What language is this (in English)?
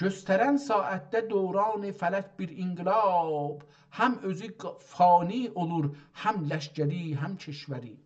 South Azerbaijani